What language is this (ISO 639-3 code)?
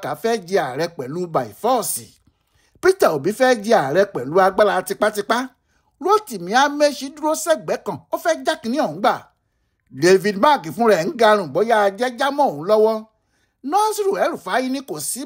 yor